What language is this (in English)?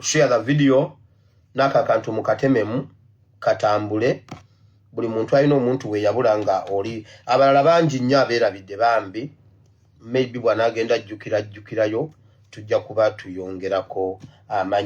Ganda